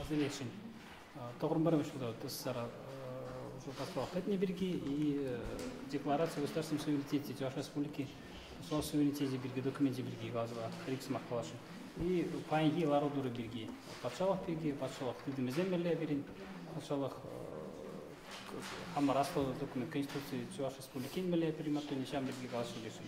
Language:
Chuvash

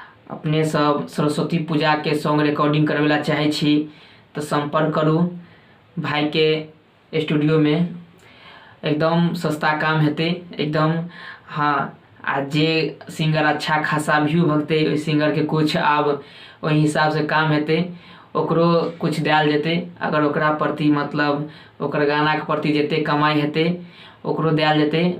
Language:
Maithili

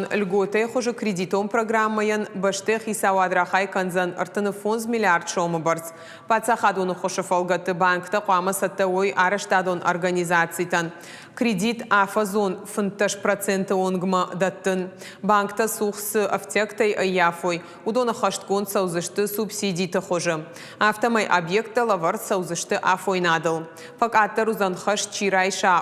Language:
Ossetic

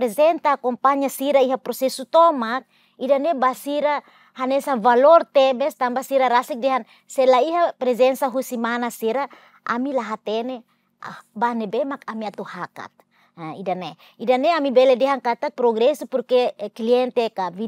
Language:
Tetum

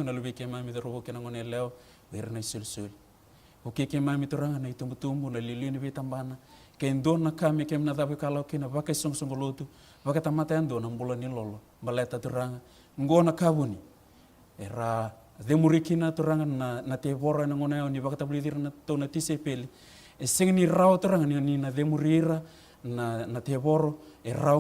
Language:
Fijian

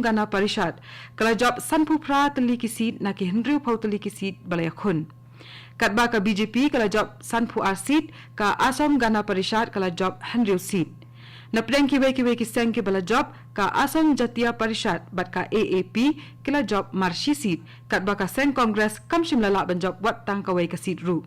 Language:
Khasi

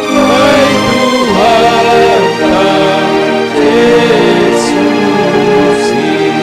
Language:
Batak Simalungun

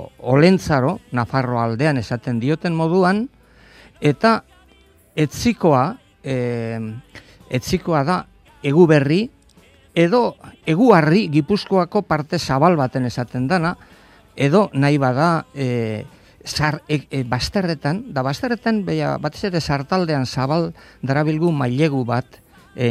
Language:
Basque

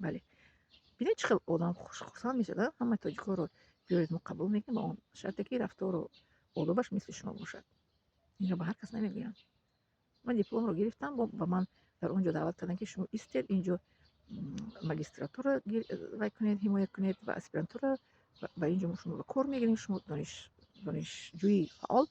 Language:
Tajik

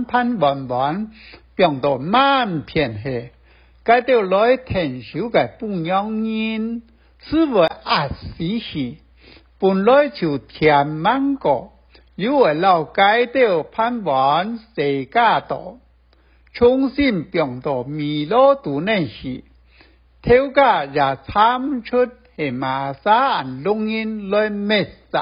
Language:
Hakka Chinese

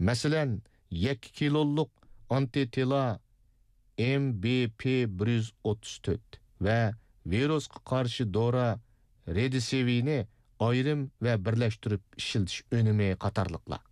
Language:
Uyghur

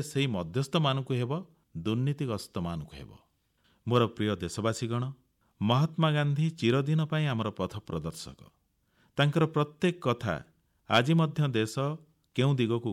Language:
Odia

